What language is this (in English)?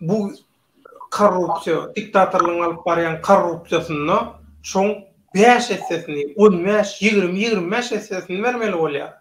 Turkmen